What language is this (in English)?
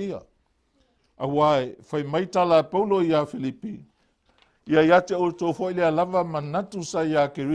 Samoan